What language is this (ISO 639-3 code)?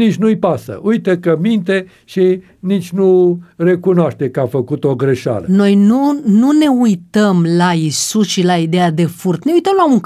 ron